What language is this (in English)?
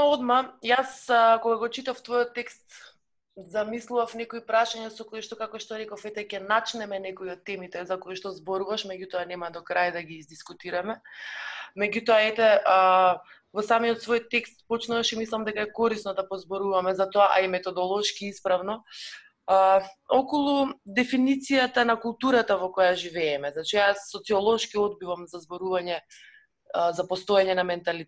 Macedonian